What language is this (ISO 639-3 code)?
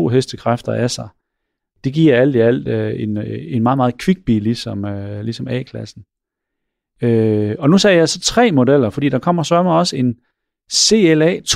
dan